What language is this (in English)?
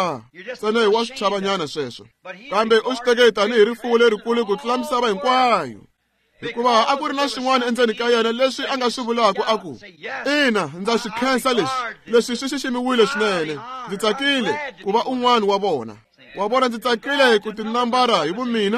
Tsonga